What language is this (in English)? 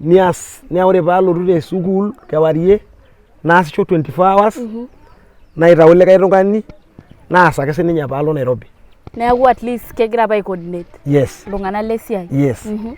Masai